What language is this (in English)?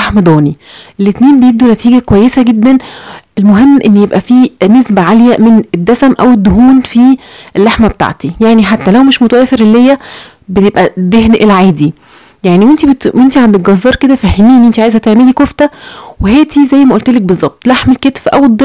Egyptian Arabic